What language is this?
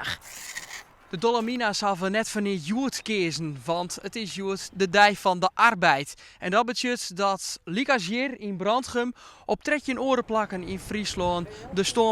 Western Frisian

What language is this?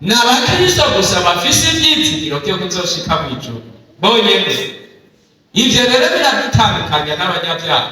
Rundi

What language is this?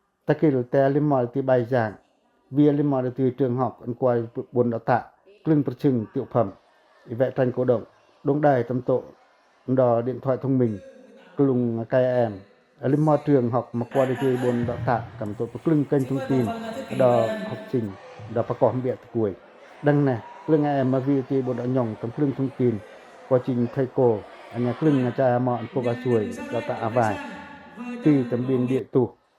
Pacoh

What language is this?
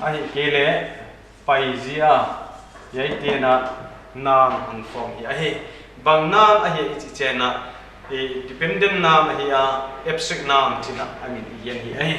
Paite Chin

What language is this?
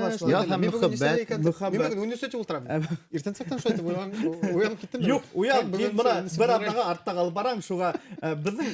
Bashkir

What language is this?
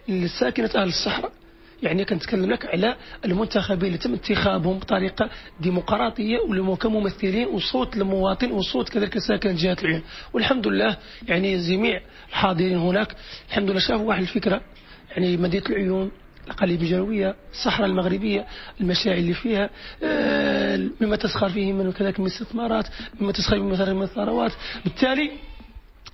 Moroccan Arabic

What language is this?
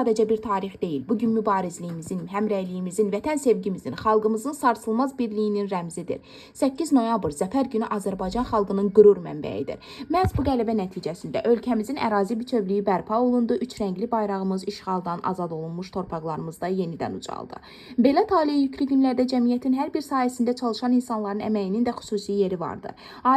Azerbaijani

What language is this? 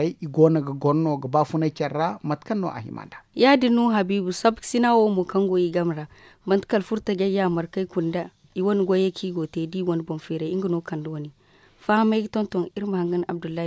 Zarma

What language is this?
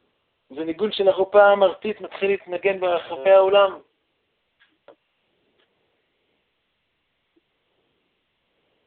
Hebrew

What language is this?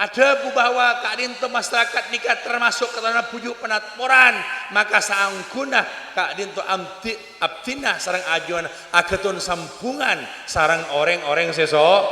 Madurese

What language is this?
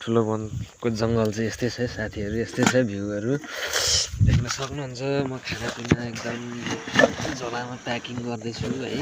Nepali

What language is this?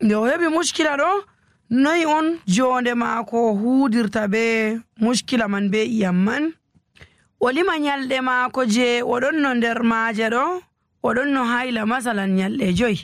Nigerian Fulfulde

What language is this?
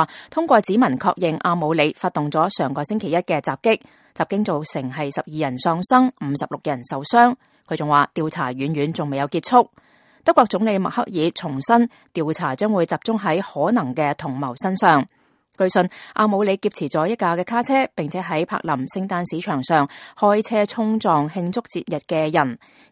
Cantonese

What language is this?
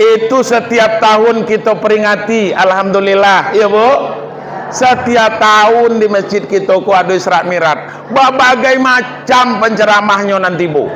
Minangkabau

